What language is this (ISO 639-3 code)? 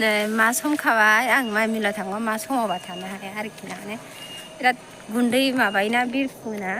brx